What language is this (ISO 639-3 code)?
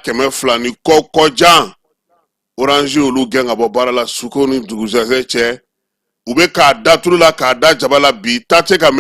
bam